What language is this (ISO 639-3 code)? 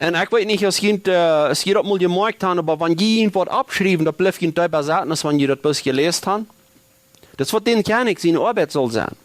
pdt